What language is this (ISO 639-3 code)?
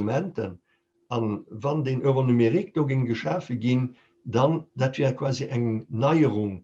ltz